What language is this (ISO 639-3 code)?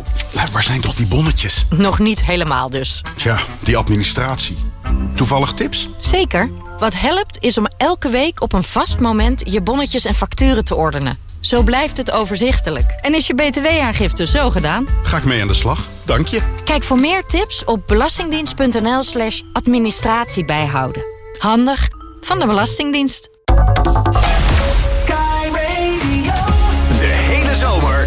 nld